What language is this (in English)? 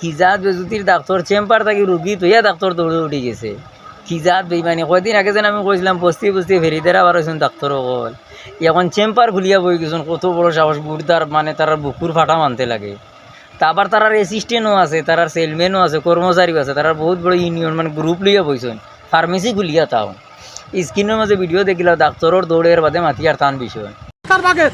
Sylheti